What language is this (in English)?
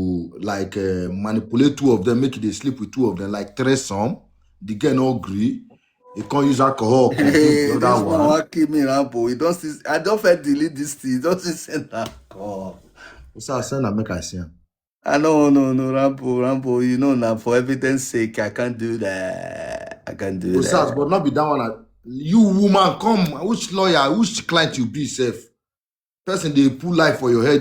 Nigerian Pidgin